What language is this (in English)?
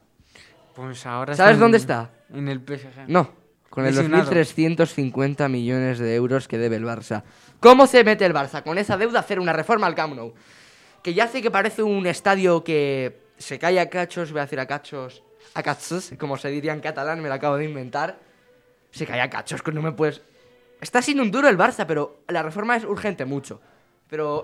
Spanish